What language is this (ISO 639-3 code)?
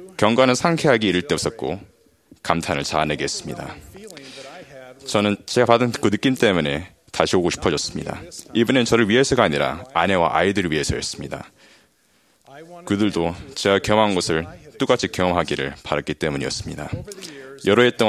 kor